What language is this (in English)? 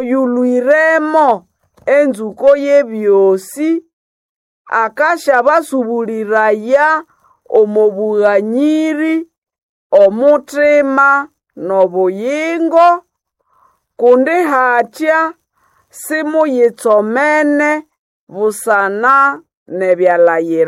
Nande